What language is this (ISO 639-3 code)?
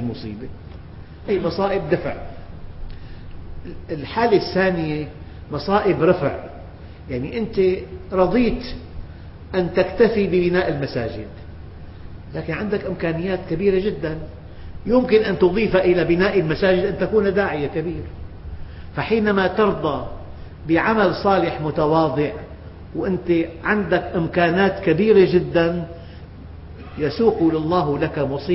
ara